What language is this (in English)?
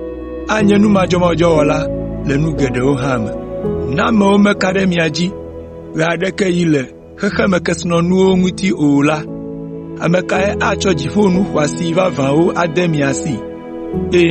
Ewe